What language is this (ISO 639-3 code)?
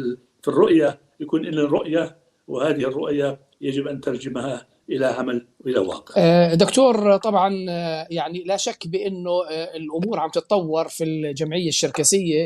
apc